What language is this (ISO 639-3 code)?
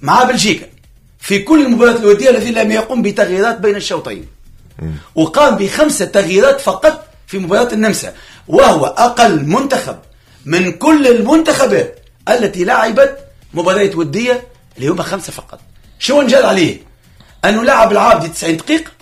aeb